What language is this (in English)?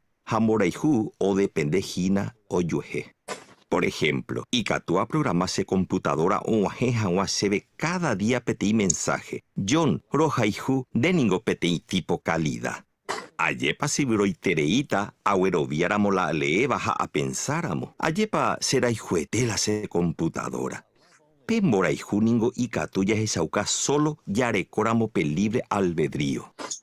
Guarani